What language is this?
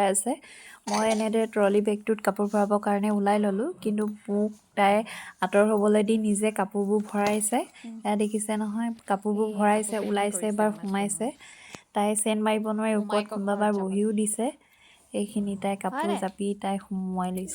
Assamese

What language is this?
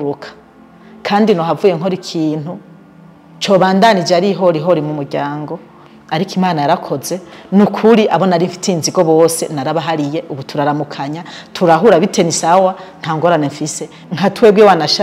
Rundi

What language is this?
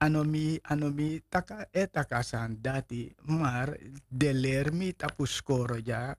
Sranan Tongo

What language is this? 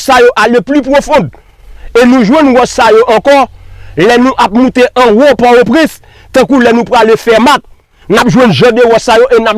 Haitian Creole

